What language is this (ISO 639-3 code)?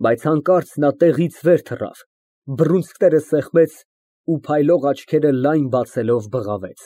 hye